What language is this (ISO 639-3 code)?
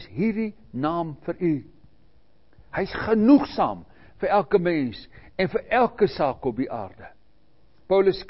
afr